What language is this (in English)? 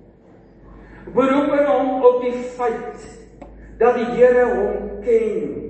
Afrikaans